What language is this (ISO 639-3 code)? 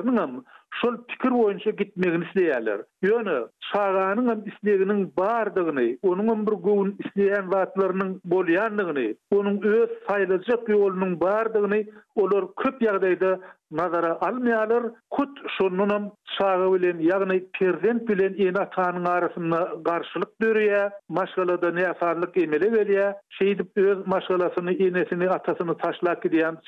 tuk